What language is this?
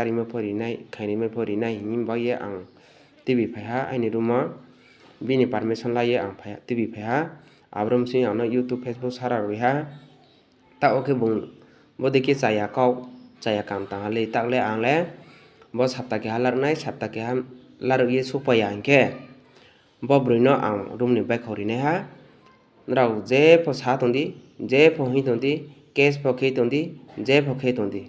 Riang (India)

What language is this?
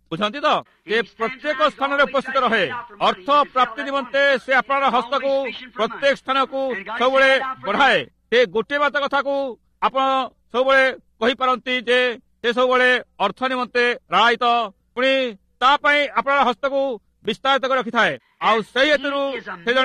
Odia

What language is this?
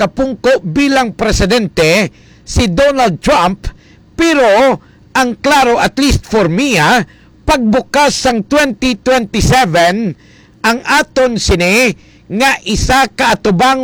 Hiligaynon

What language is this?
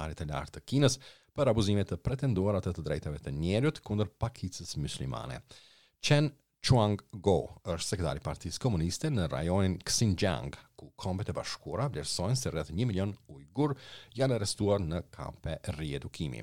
Albanian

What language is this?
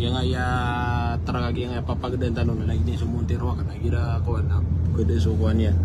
Maranao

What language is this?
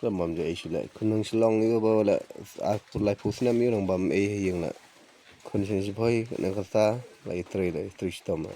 Khasi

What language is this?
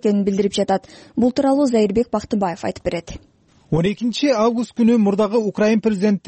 Kyrgyz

